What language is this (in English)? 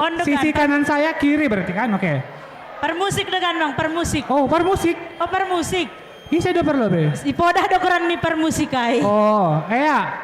Batak Simalungun